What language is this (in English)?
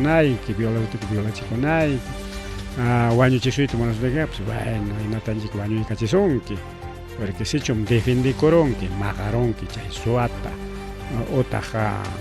Ayacucho Quechua